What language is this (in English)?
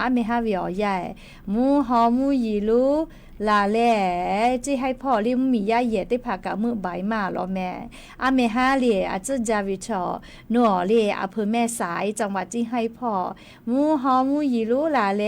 Lahu